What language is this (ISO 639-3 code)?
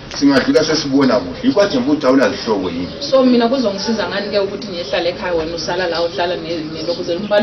zul